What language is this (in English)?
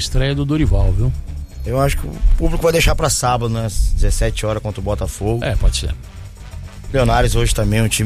Portuguese